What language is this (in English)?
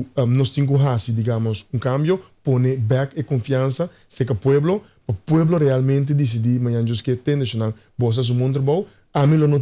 Papiamento